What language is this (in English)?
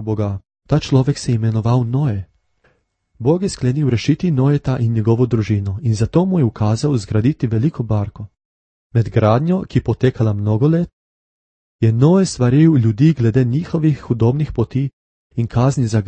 Slovenian